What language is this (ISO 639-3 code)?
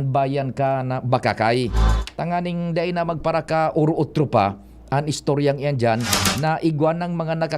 bik